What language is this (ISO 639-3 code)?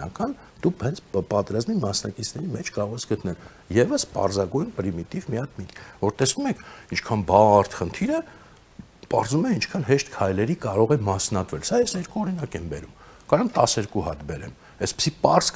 hye